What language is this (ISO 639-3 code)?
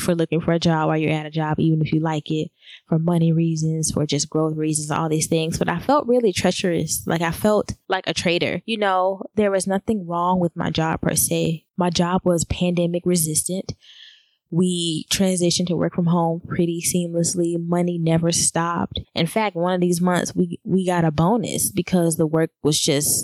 eng